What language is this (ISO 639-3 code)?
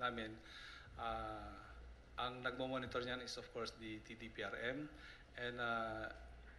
fil